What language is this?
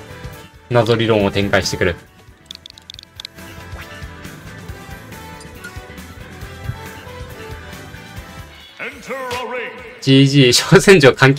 Japanese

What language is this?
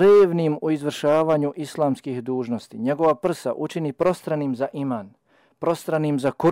Bosnian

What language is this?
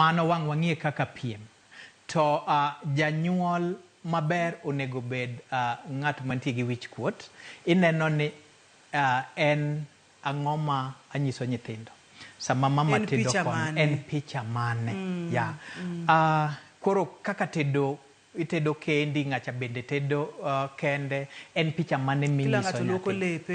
Luo (Kenya and Tanzania)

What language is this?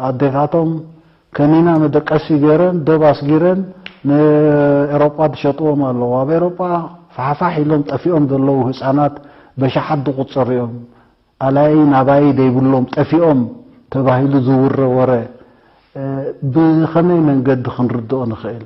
Tigrinya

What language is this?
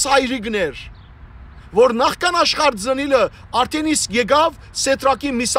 Western Armenian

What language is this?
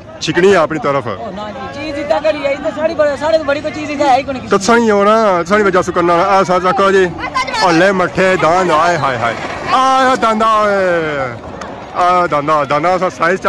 Pahari-Potwari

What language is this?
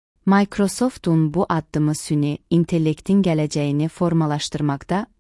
Azerbaijani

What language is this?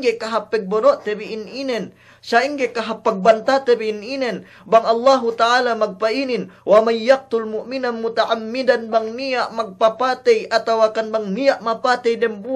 Yakan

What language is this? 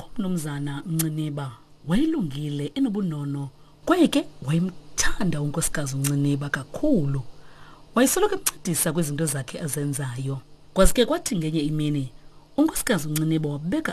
Xhosa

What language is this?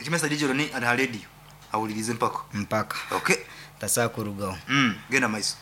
Nyankole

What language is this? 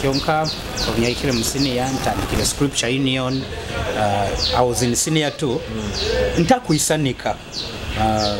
Nyoro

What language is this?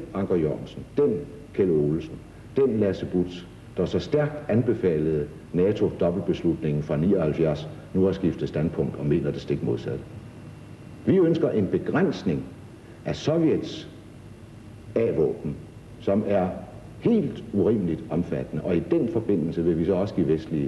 Danish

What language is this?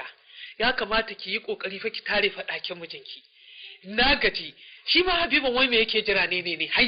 Hausa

